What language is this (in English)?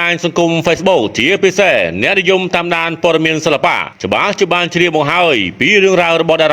Khmer